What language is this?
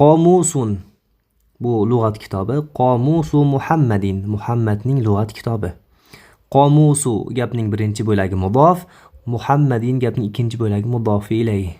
Uzbek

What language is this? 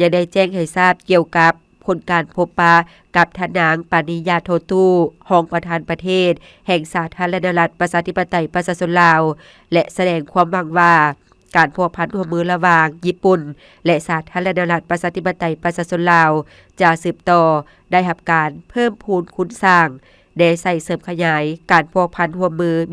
Lao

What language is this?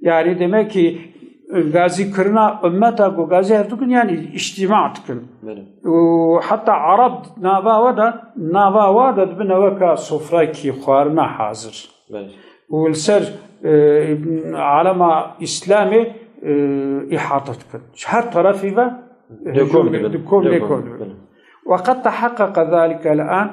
Kurdish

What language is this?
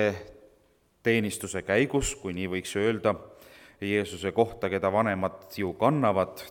Estonian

